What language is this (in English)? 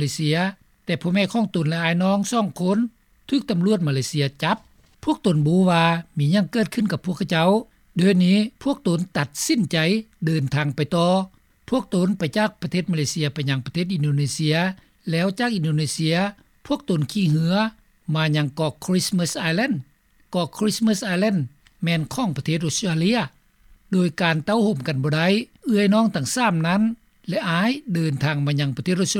Lao